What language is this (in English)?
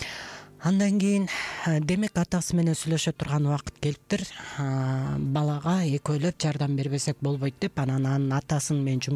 Kyrgyz